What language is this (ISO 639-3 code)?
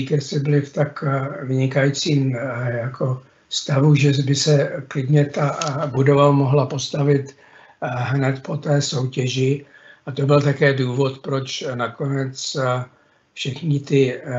ces